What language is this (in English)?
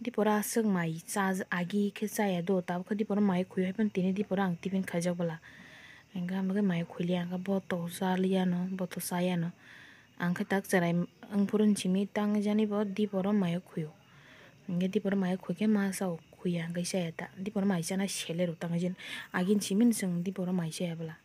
Kok Borok